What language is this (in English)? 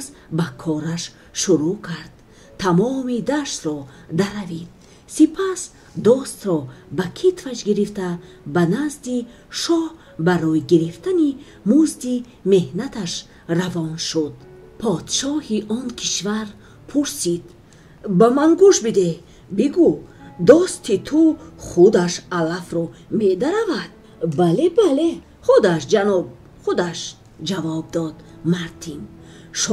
Tajik